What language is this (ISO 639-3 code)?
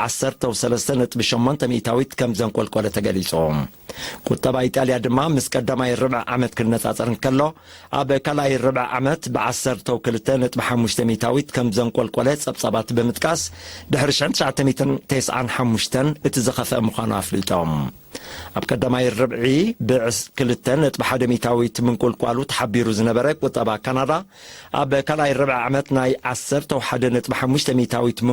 tir